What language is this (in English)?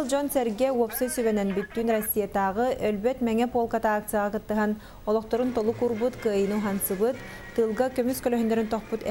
Yakut